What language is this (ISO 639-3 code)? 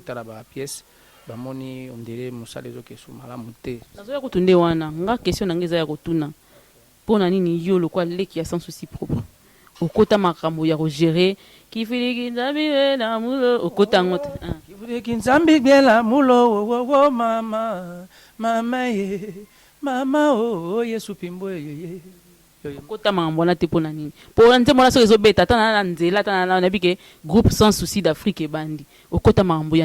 lin